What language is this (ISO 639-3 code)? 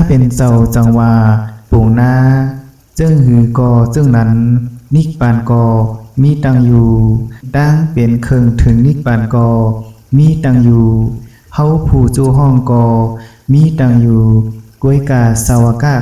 shn